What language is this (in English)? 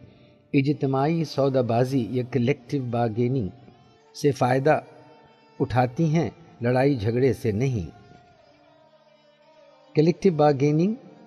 Urdu